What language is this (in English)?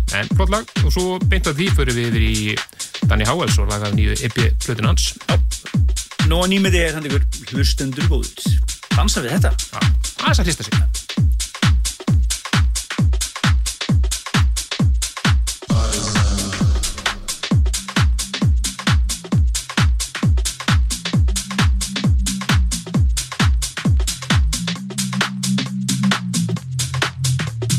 Icelandic